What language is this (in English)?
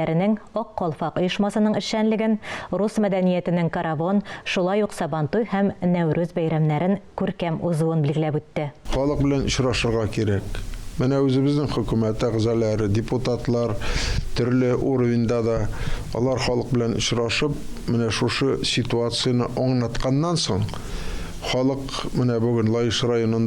Tatar